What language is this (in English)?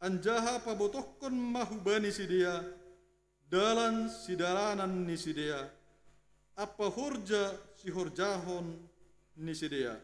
Batak Simalungun